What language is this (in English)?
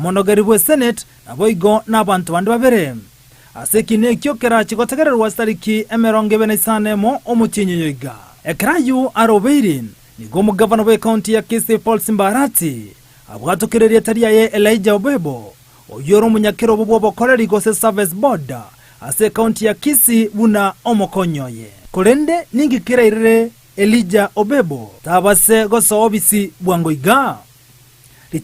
Gusii